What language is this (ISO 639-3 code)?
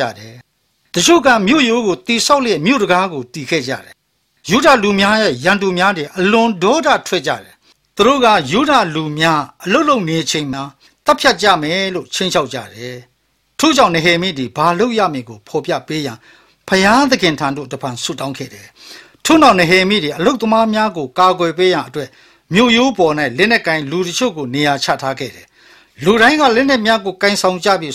mya